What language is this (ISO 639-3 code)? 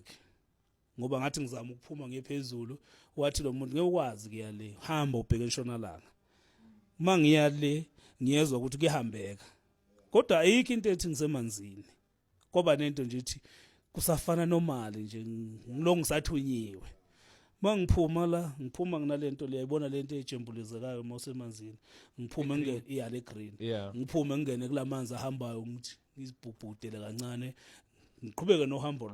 zul